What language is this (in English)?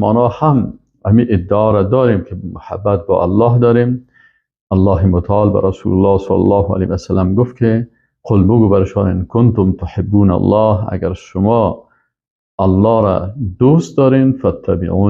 Persian